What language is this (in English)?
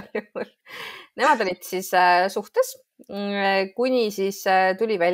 Estonian